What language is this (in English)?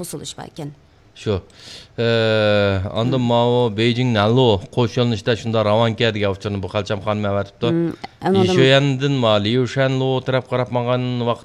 Uyghur